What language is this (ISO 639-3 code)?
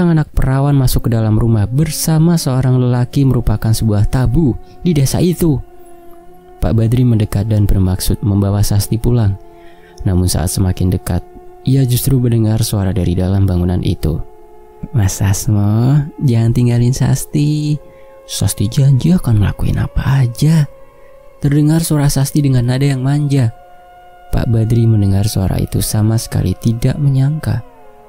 ind